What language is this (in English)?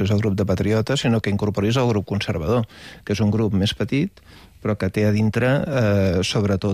Catalan